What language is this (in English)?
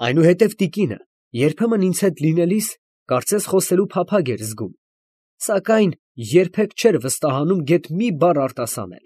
Armenian